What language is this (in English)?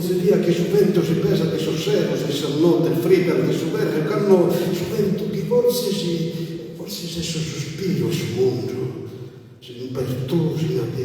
Sardinian